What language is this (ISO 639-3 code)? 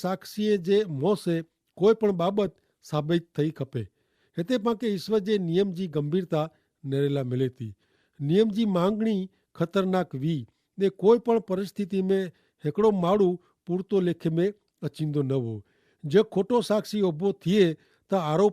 kfr